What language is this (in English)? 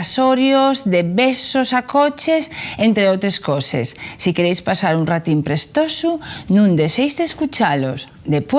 Asturian